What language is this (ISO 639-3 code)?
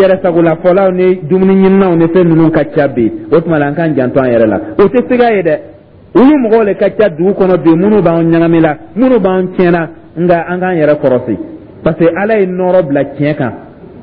dyu